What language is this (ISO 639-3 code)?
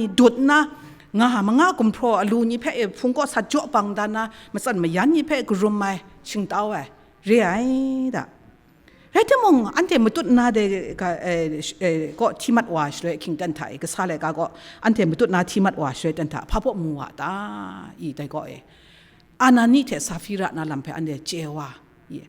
kac